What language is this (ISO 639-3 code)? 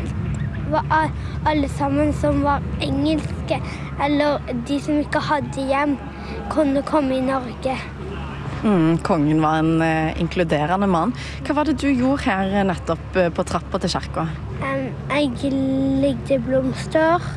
nor